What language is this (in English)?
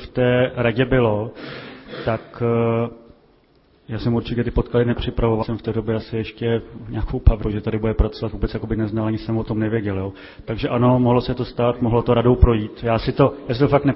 Czech